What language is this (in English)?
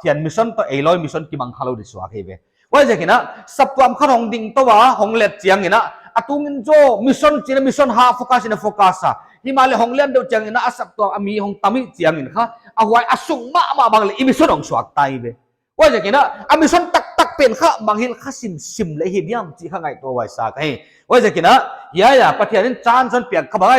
Paite Chin